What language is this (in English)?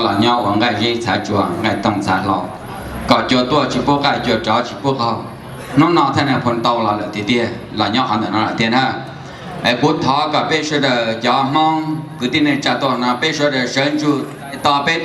Hmong